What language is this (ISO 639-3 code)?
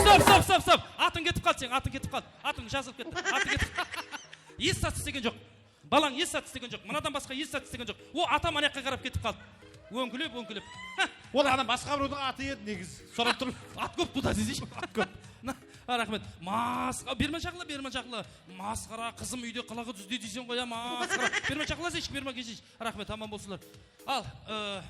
kaa